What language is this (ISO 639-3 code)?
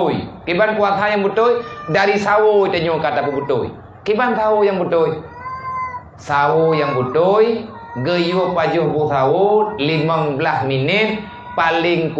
ace